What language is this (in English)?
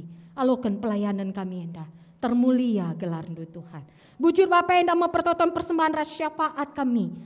Batak Karo